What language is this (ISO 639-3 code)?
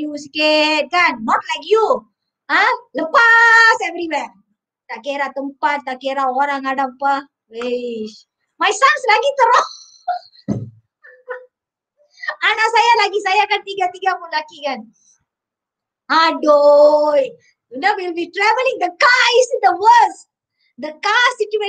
msa